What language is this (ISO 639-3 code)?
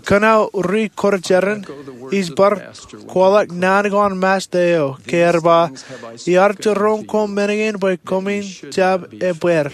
mah